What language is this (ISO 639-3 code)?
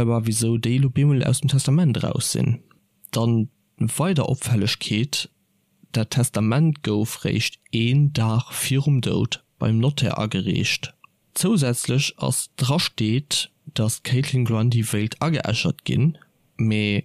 ltz